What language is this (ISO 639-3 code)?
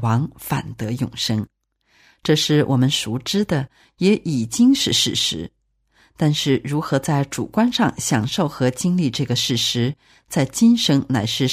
zho